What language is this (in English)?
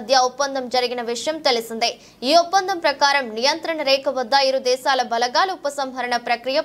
Telugu